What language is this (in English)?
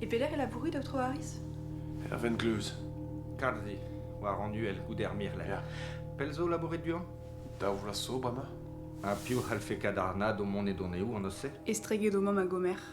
Breton